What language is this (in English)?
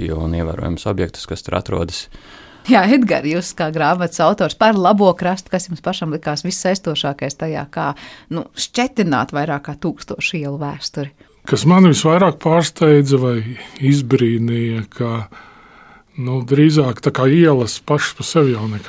Latvian